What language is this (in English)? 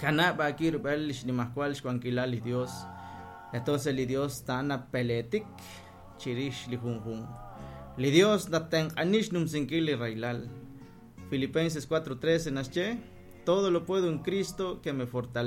Kekchí